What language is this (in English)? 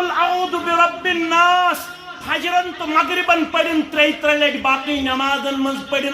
Kashmiri